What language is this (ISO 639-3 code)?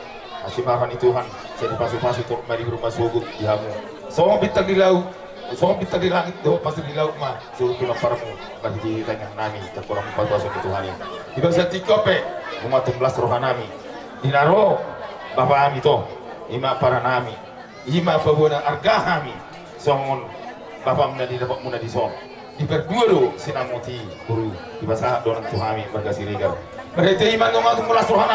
bbc